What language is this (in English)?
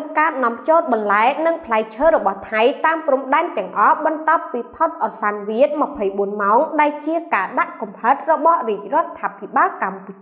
Khmer